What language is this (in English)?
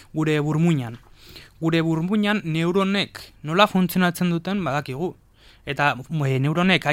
Basque